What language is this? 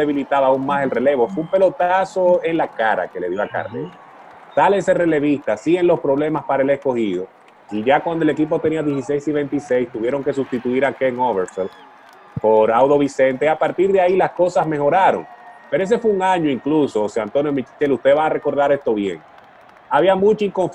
Spanish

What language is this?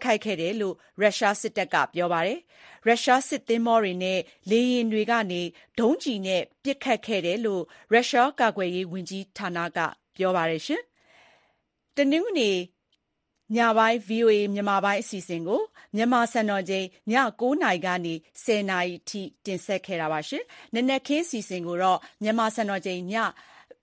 Burmese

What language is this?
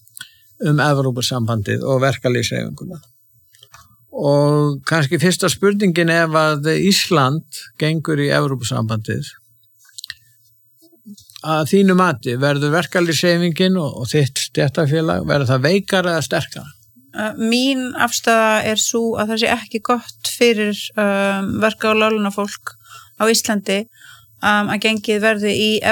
Icelandic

